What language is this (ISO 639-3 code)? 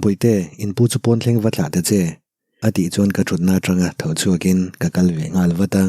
lus